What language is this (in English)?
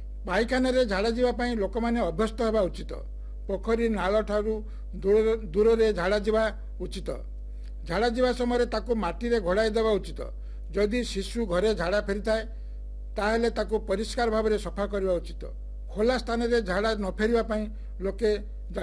Odia